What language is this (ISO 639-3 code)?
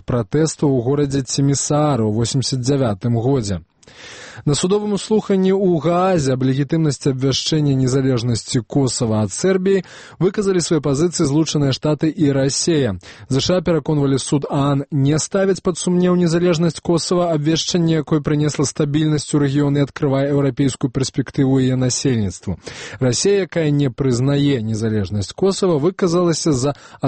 bel